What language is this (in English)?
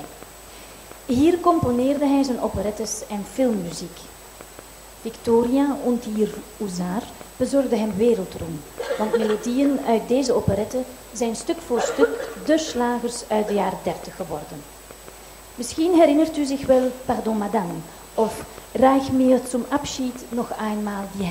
Dutch